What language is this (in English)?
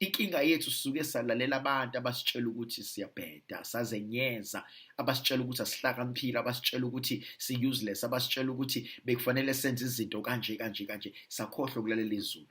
Zulu